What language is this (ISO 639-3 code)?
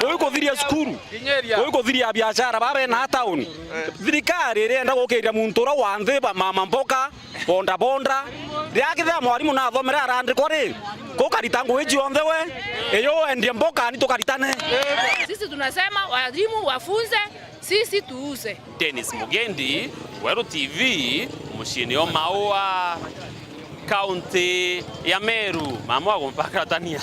mer